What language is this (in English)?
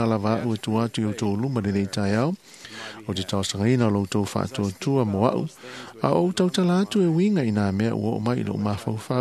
Samoan